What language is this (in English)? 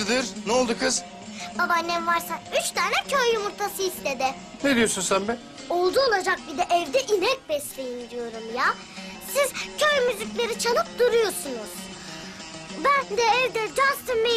Turkish